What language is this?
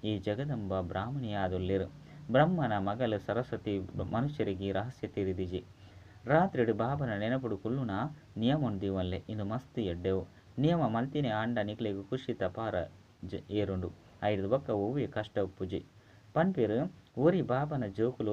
Tulu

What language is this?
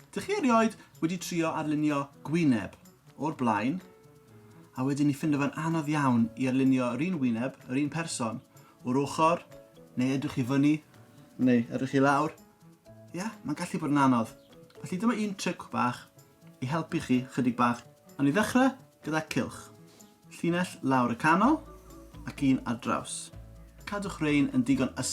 Welsh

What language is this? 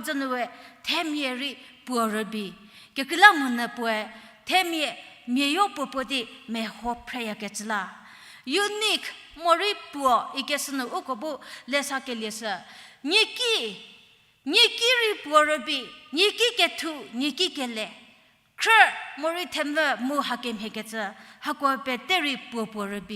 Angami Naga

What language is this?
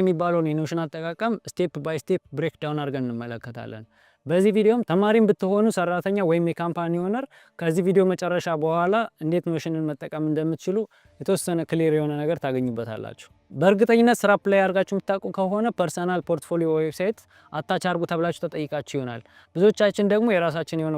Amharic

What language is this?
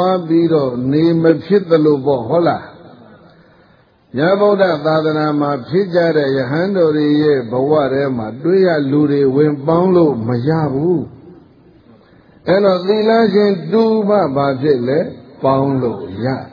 Burmese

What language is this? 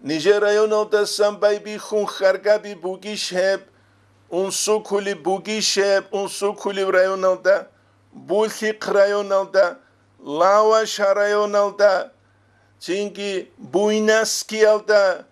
Avaric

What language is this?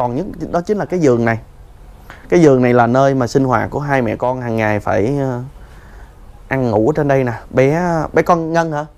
Vietnamese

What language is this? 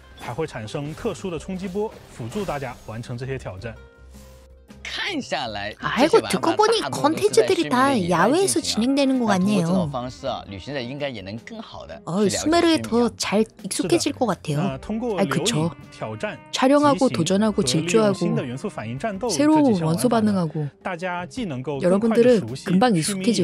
Korean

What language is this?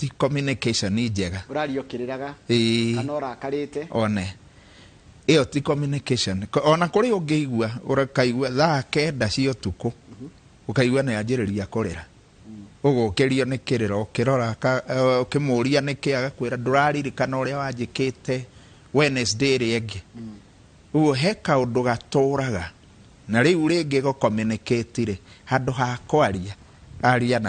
Kikuyu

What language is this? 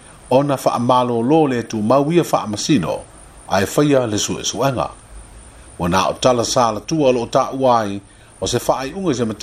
Samoan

